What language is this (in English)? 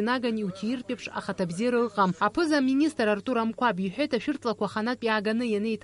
Abkhazian